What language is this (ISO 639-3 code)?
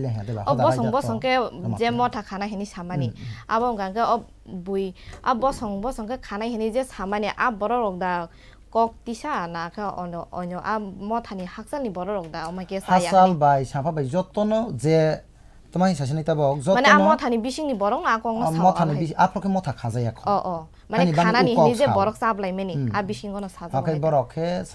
trp